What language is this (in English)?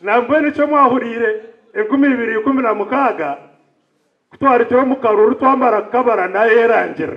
Nyankole